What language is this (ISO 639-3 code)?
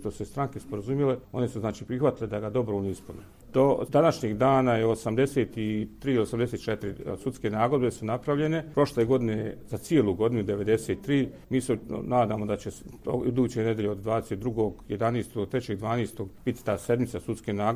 bos